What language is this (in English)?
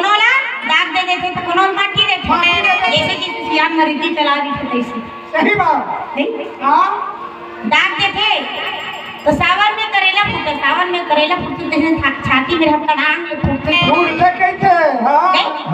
Chhattisgarhi